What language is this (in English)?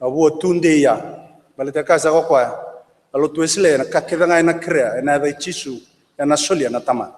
Fijian